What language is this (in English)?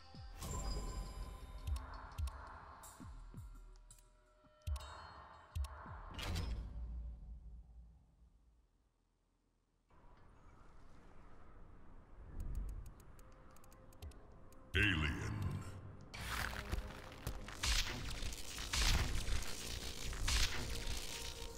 Japanese